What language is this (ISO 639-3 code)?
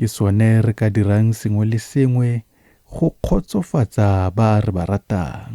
tsn